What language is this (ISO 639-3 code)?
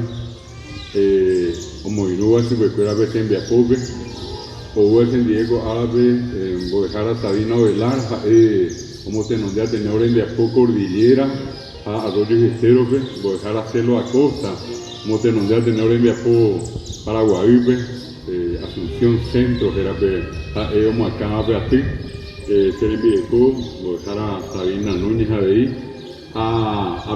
grn